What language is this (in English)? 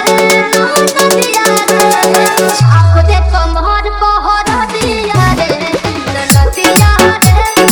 Bhojpuri